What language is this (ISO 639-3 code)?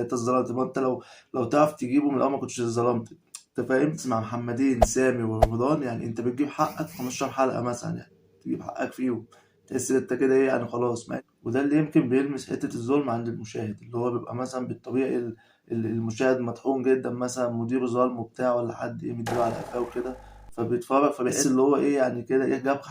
arz